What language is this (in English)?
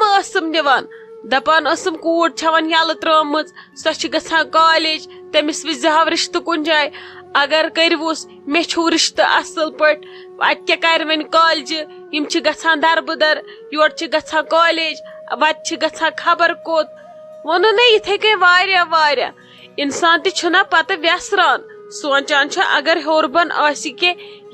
Kashmiri